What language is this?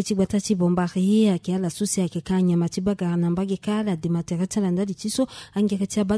Sango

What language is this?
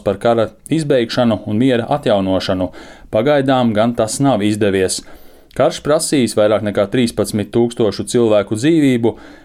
Latvian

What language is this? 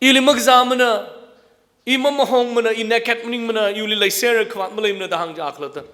Tangkhul Naga (India)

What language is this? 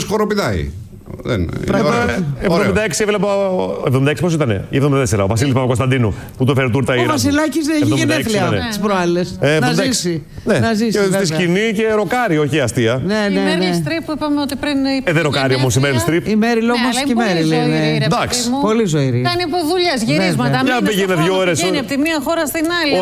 Greek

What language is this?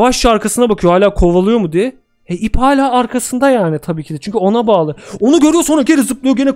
Turkish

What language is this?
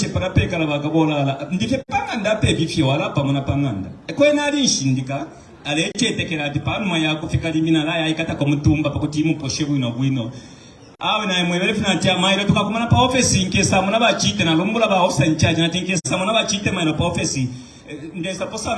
Bemba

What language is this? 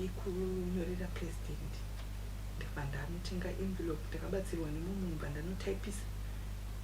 Shona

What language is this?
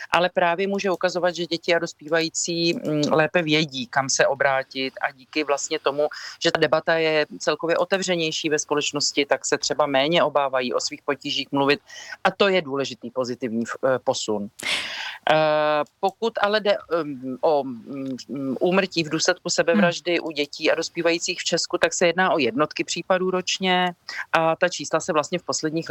Czech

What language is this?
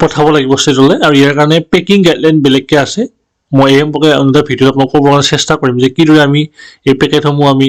Assamese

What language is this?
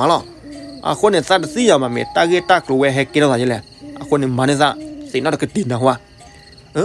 S'gaw Karen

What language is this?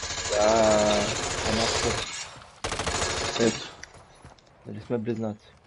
Bulgarian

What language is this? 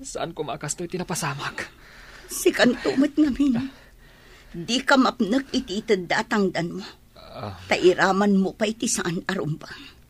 Iloko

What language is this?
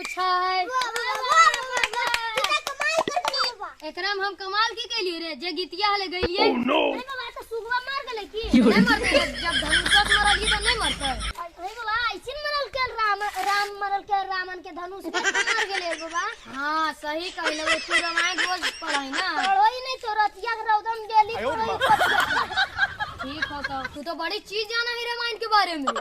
Magahi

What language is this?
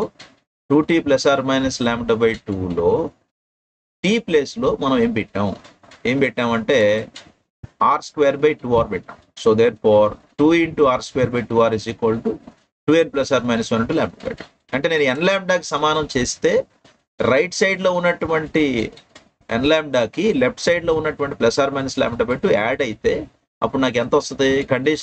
Telugu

